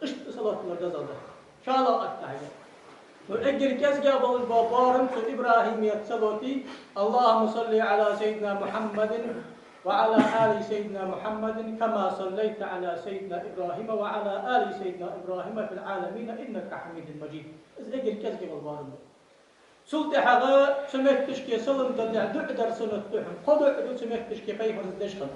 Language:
Ingush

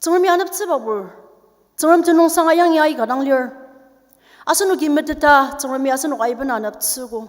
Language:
Ao Naga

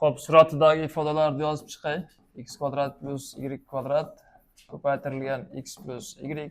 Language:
Uzbek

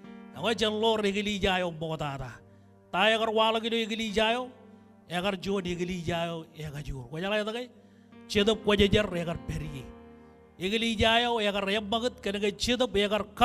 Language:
Marshallese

